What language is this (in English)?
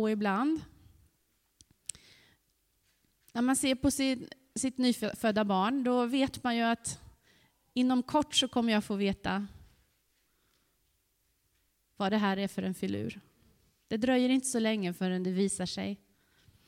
Swedish